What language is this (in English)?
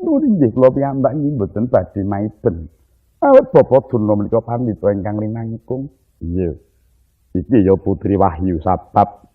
Javanese